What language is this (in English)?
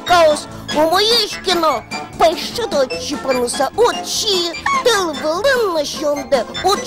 Udmurt